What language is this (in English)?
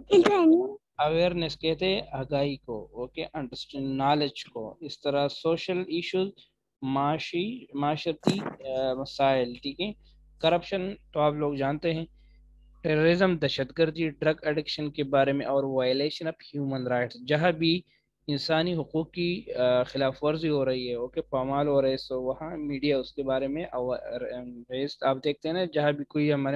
Urdu